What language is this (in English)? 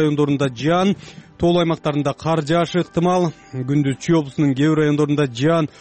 Kyrgyz